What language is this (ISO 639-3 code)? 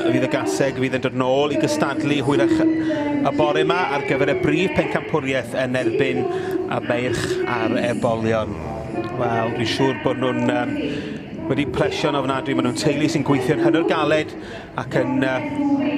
cym